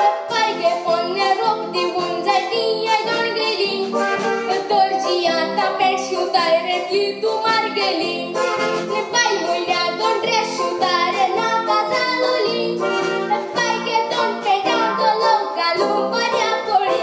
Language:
Konkani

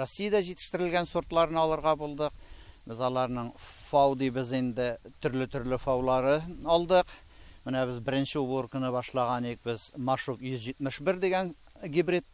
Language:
Tatar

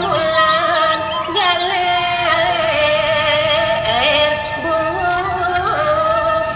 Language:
Balinese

